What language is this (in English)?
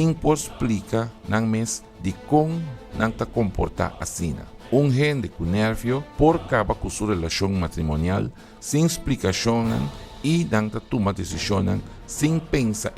Papiamento